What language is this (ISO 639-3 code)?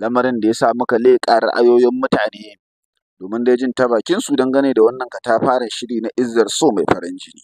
hau